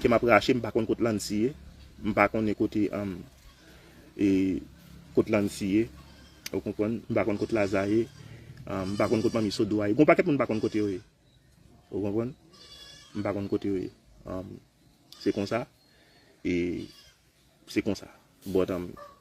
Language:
Haitian Creole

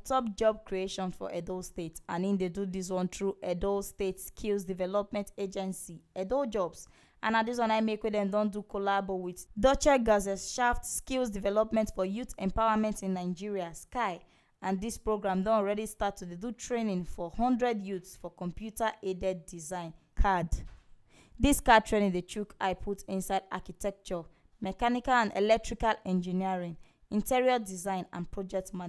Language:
Nigerian Pidgin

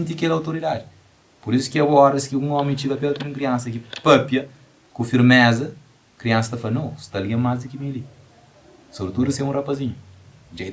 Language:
Kabuverdianu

